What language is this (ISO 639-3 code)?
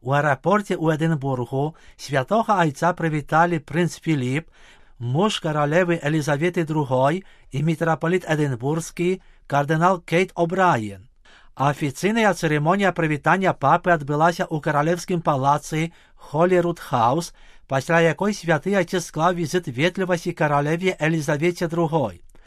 bel